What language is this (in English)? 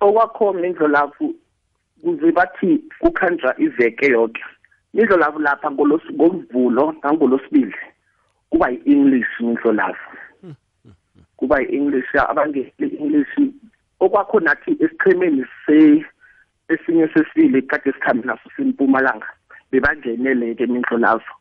South Ndebele